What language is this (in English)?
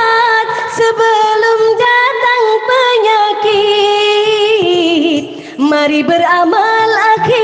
Banjar